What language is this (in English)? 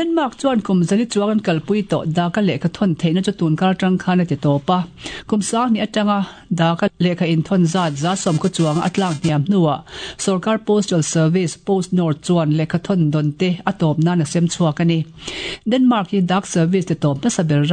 Mizo